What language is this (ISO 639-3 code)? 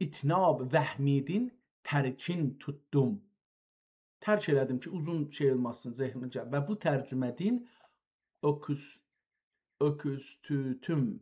azb